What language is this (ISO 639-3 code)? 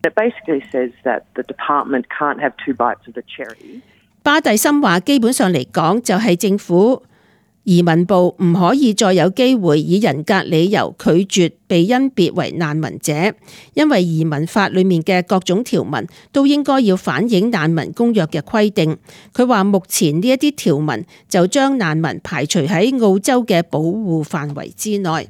yue